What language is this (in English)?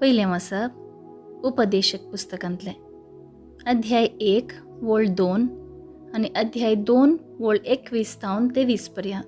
Konkani